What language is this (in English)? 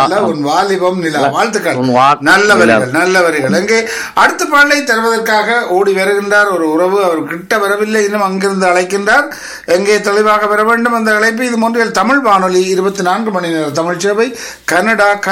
Tamil